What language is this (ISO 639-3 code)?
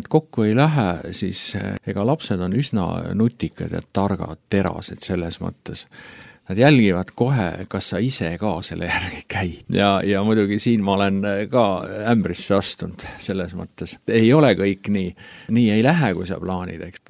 est